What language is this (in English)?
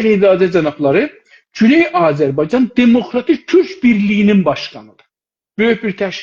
South Azerbaijani